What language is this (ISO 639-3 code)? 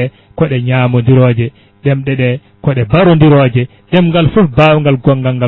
ful